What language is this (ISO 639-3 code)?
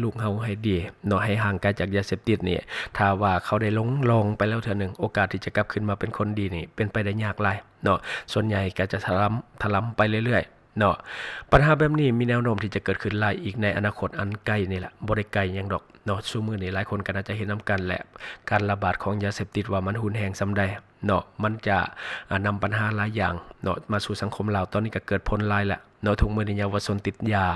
lao